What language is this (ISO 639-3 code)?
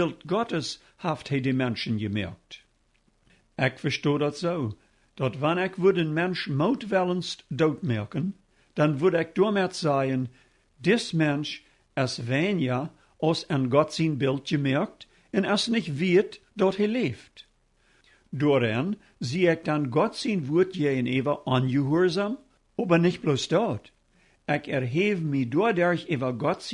pdt